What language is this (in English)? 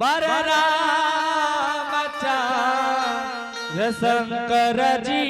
Angika